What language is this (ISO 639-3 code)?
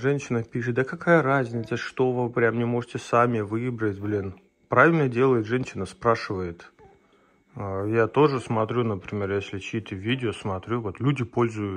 rus